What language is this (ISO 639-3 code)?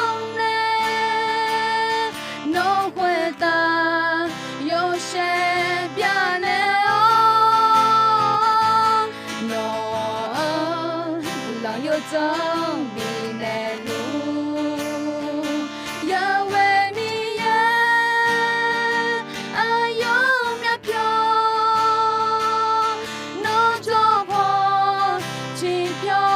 ahk